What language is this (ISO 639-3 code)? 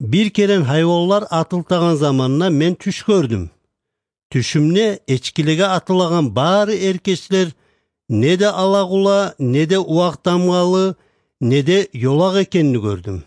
kum